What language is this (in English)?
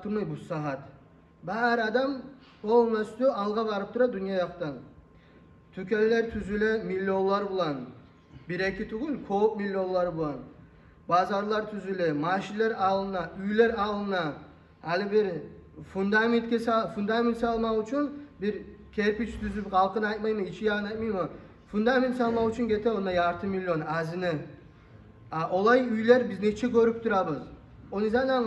Kumyk